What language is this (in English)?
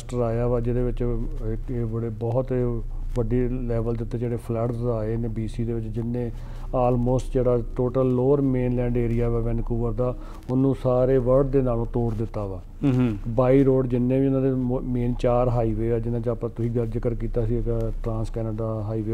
Punjabi